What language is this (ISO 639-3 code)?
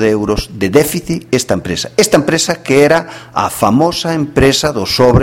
glg